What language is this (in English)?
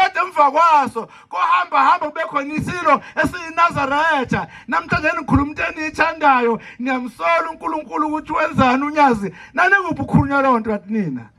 Zulu